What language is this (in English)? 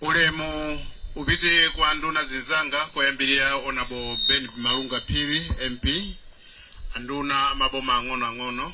Nyanja